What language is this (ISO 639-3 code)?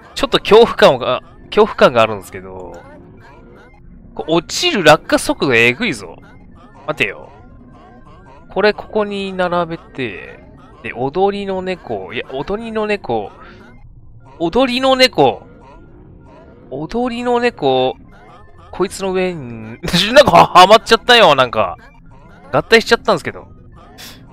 jpn